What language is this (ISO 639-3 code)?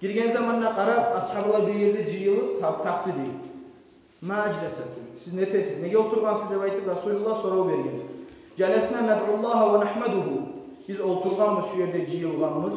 kum